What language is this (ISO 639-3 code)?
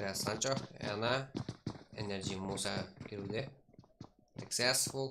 kaa